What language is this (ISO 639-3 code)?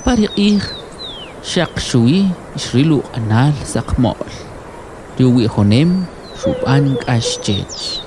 quc